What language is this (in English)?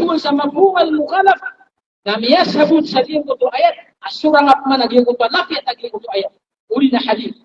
Maranao